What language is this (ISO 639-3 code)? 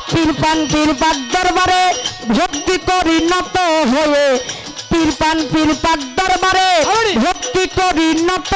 ben